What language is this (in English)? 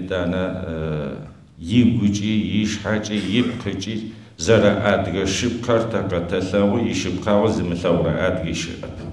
Adyghe